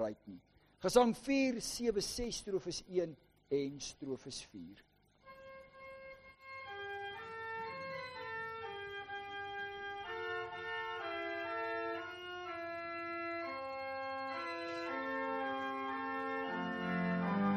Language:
Afrikaans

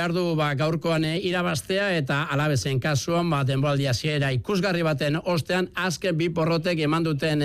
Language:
Basque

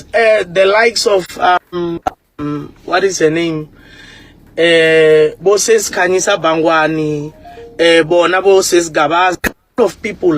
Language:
Tsonga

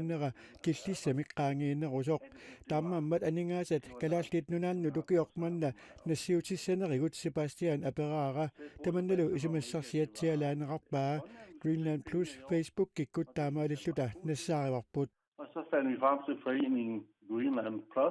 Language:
Kalaallisut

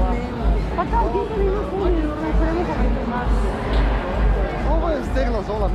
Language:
Croatian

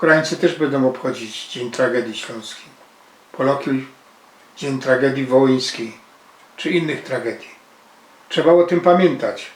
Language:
Silesian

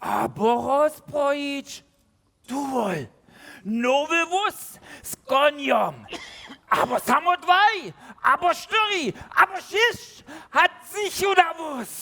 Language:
Upper Sorbian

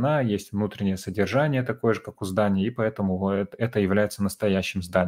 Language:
Russian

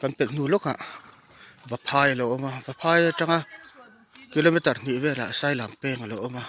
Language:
Mizo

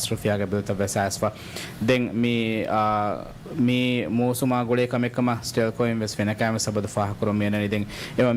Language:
Divehi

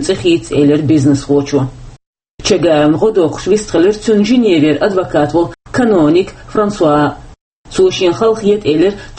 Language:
Chechen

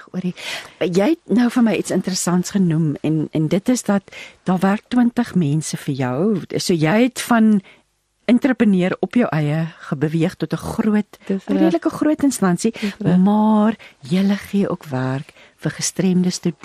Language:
Afrikaans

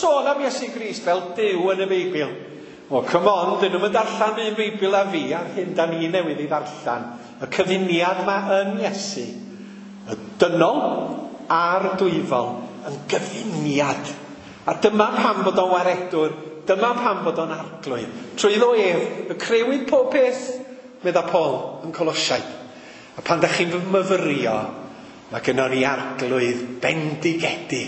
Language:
Welsh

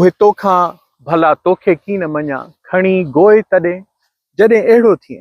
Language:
Sindhi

